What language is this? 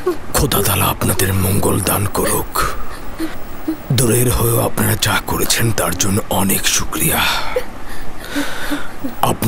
Bangla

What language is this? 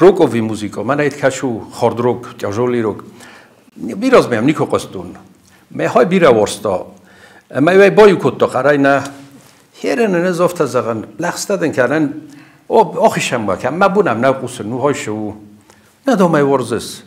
Ossetic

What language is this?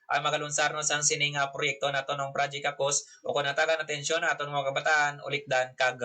Hiligaynon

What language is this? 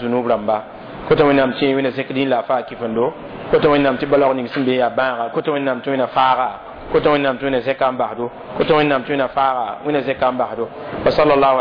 Mossi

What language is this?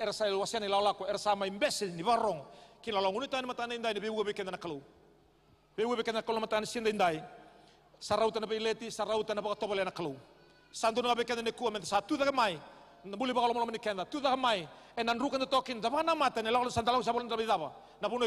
Fijian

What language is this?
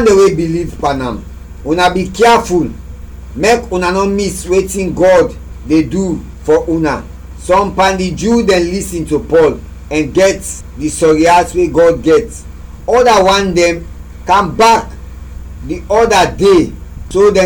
Krio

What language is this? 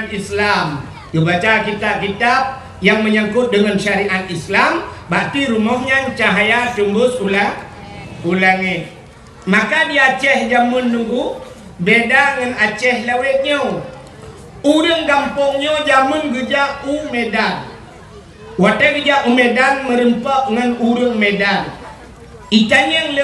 Achinese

